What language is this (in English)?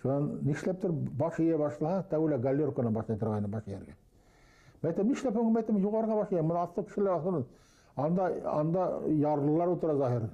Bashkir